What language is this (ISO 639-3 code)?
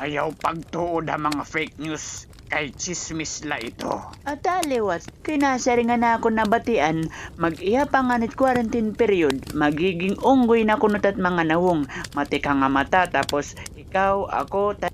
war